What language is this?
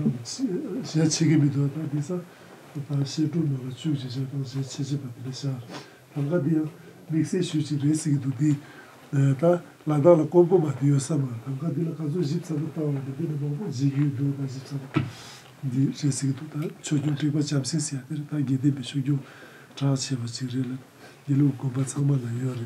Tibetan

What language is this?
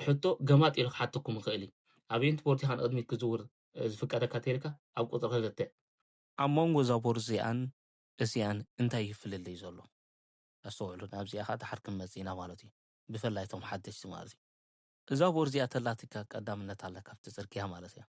Tigrinya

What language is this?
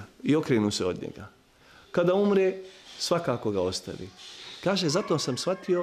Bosnian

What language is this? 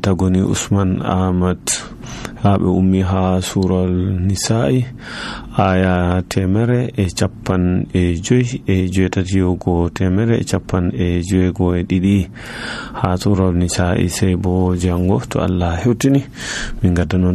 Nigerian Fulfulde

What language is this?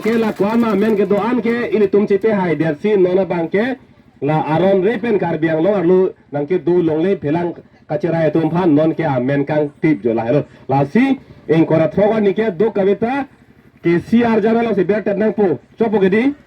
Karbi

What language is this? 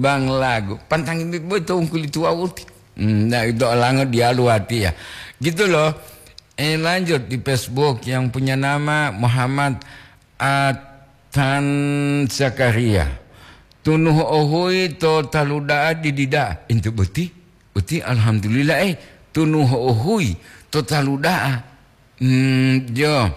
Gorontalo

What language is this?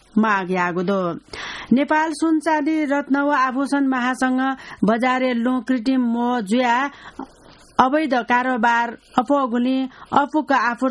Newari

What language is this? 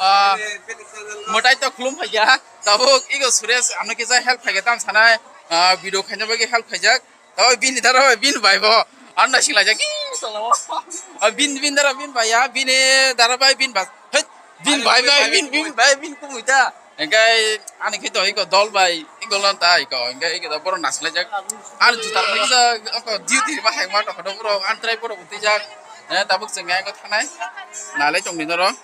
Kok Borok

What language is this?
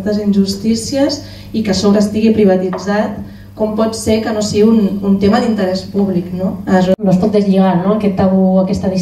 Catalan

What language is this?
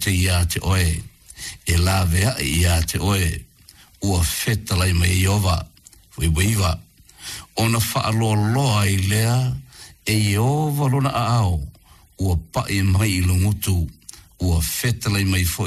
Samoan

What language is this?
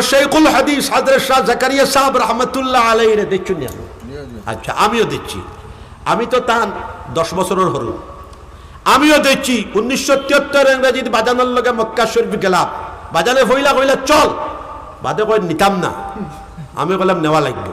Sylheti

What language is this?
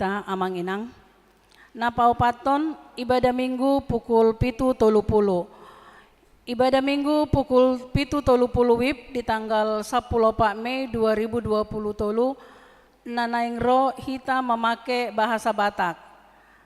Batak Toba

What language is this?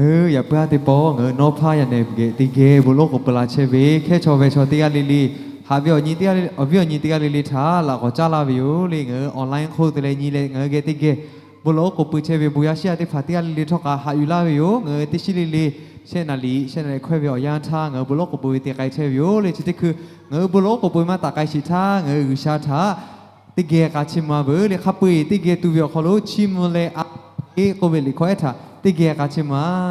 Lahu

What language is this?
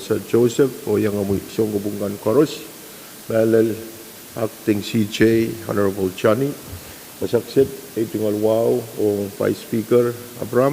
Pohnpeian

